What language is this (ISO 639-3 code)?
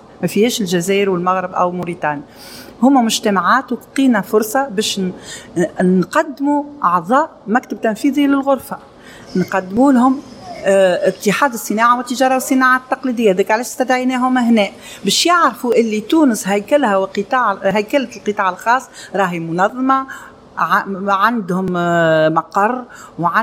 aeb